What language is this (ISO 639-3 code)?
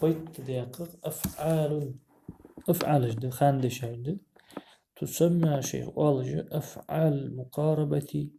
inh